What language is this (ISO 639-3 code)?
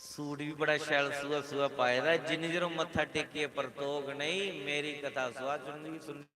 doi